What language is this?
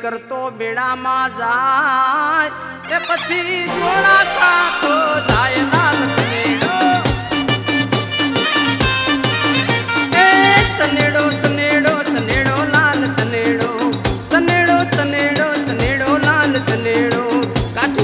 Gujarati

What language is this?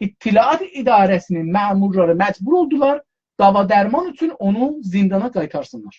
South Azerbaijani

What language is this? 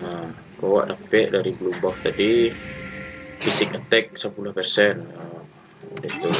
Minangkabau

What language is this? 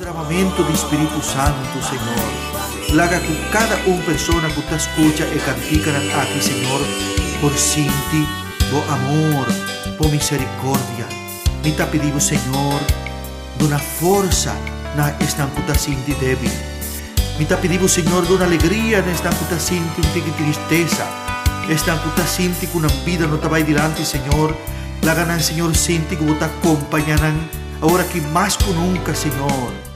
Papiamento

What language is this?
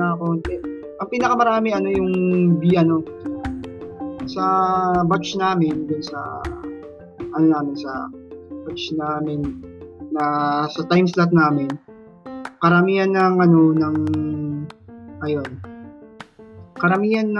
Filipino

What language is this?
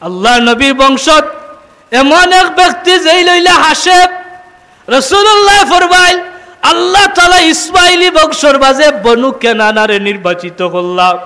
Sylheti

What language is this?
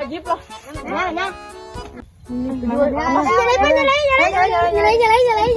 Banjar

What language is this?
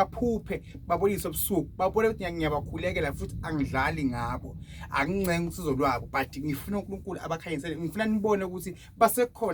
Zulu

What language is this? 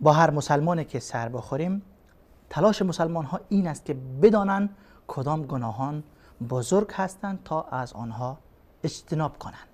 Persian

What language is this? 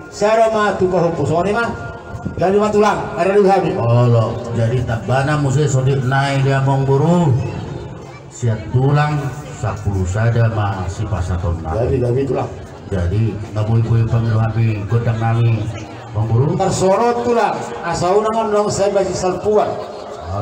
Batak Toba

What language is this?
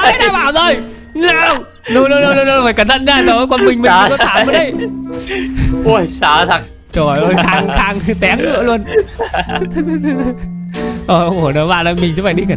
Vietnamese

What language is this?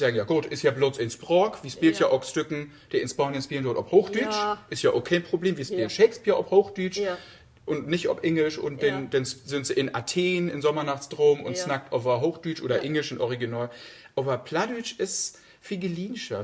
Low German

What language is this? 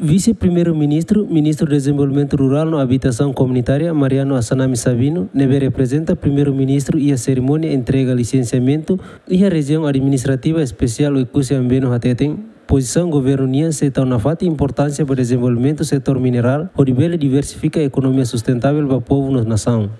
Tetum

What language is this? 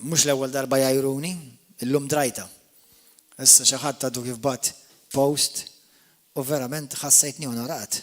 Maltese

